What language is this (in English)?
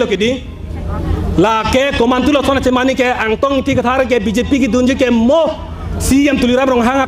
Karbi